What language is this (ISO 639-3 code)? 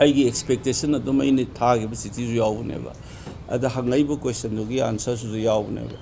mni